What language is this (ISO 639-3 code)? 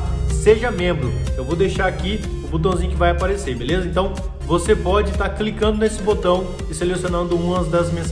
por